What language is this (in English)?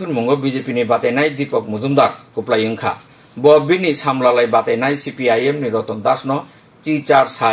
Kok Borok